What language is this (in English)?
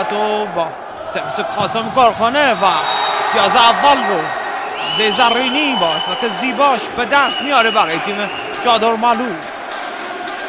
Persian